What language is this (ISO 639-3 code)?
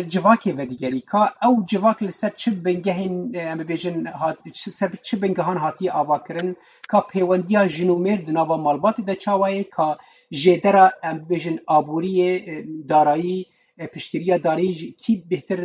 kur